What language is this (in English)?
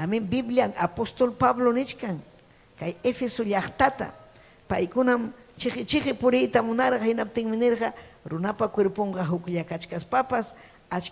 Ayacucho Quechua